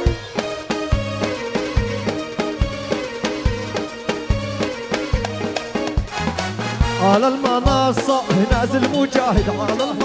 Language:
Arabic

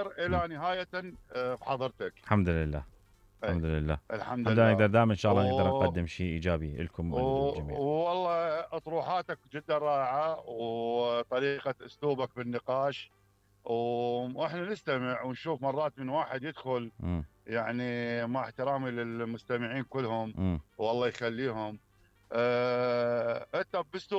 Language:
Mesopotamian Arabic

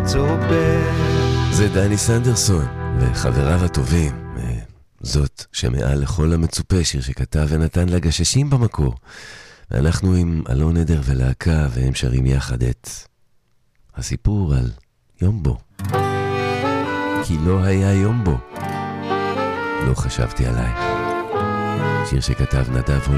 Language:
Hebrew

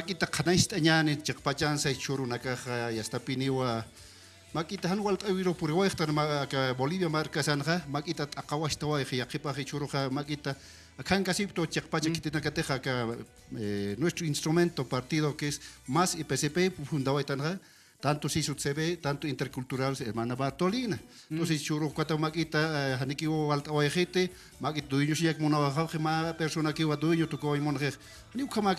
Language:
Aymara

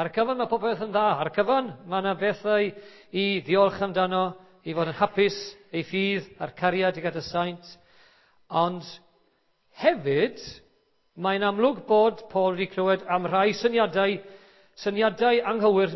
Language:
Welsh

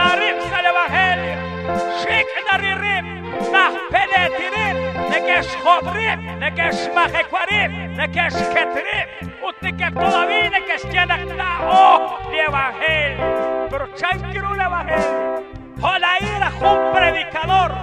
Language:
Kekchí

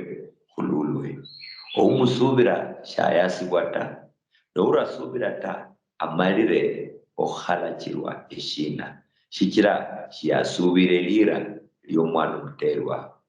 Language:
Luyia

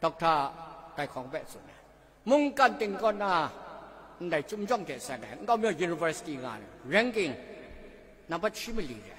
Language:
Kachin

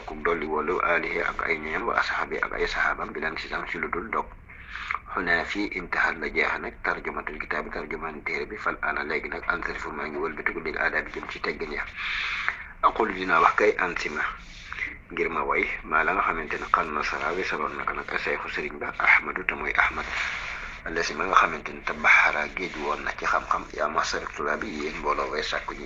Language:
Wolof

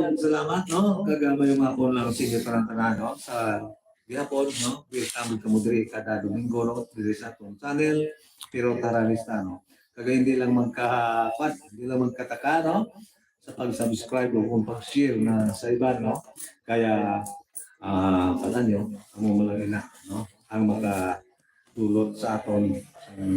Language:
Hiligaynon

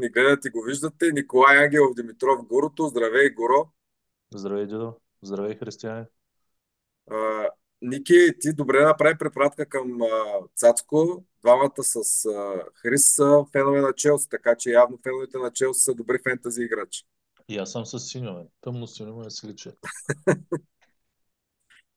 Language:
Bulgarian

